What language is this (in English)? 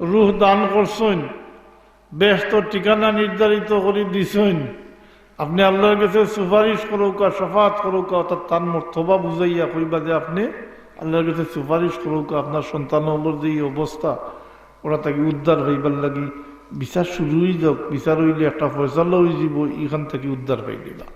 Sylheti